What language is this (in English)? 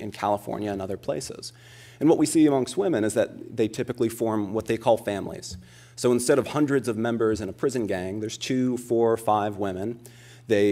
English